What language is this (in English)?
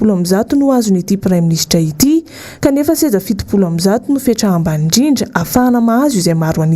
Malagasy